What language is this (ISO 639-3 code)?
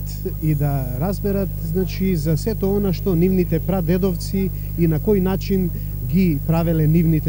mkd